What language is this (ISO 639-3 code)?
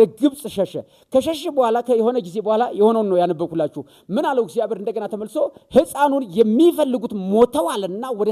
amh